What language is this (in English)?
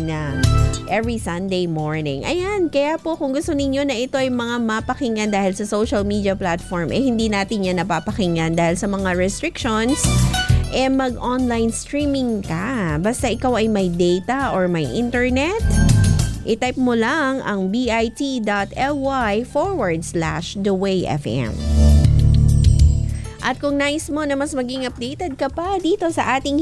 Filipino